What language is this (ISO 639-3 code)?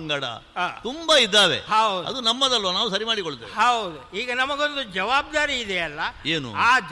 kan